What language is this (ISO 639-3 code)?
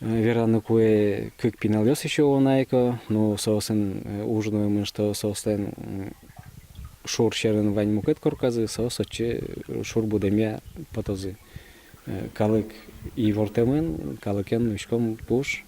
udm